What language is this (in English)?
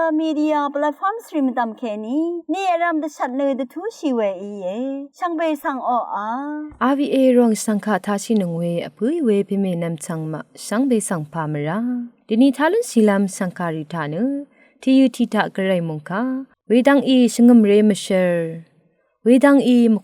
Rawang